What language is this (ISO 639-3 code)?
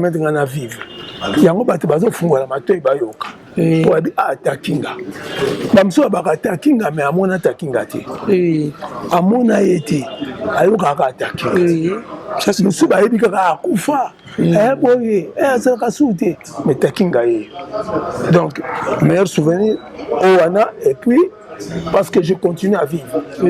lin